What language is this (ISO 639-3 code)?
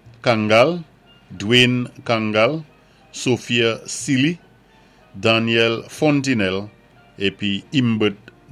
acf